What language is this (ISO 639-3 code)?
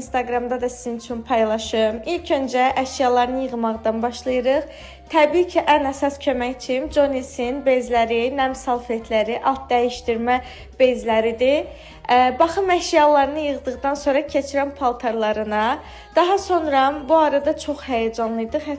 aze